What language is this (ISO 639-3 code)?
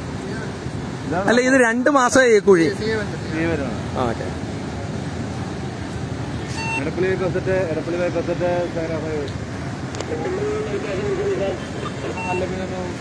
mal